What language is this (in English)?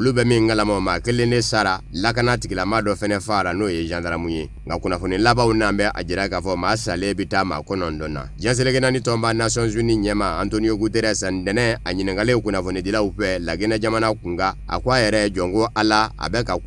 Bambara